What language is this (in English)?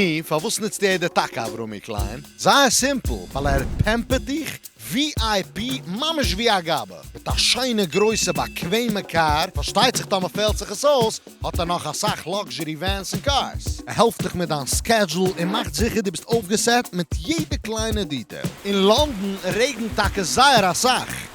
Yiddish